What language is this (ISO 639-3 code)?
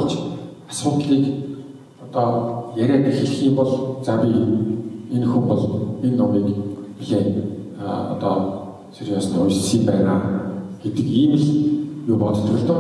mon